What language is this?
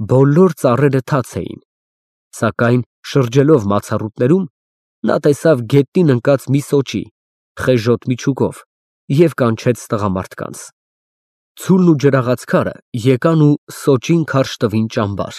Armenian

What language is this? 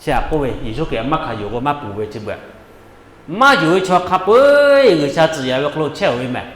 Lahu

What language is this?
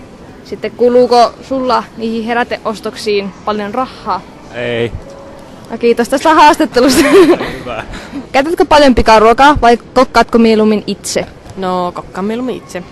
Finnish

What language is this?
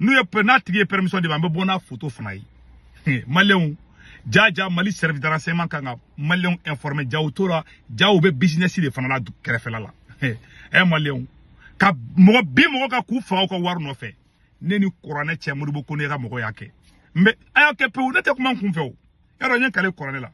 Bambara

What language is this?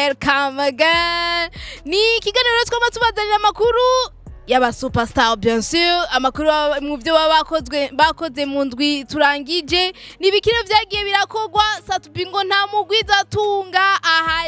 Rundi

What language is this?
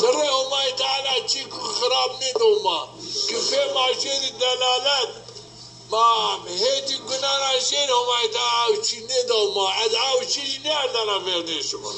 Zaza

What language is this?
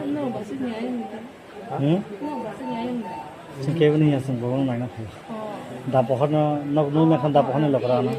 Kok Borok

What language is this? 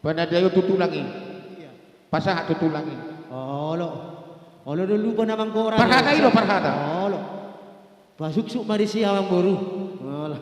Batak Karo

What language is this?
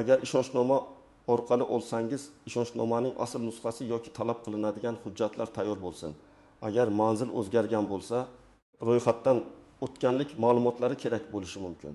Uzbek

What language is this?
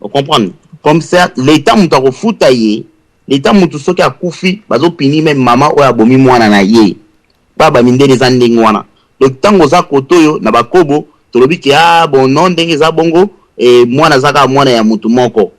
Lingala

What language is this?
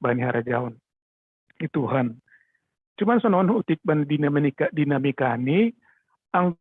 Batak Simalungun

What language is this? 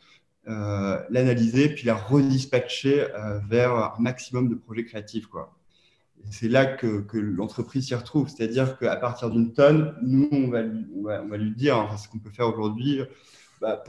French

